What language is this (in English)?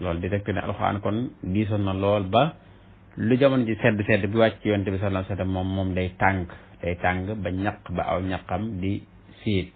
Wolof